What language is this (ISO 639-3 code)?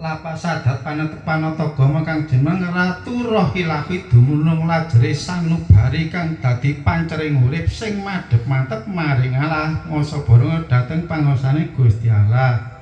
jav